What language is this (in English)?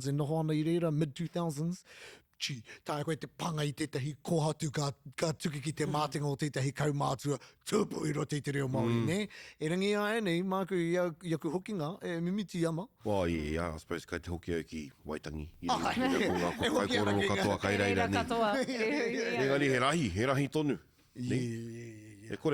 Māori